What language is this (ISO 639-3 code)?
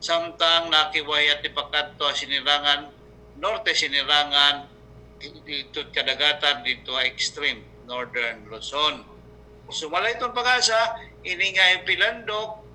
war